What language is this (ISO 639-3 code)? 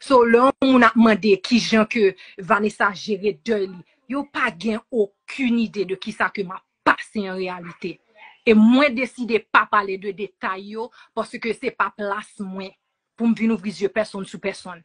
hat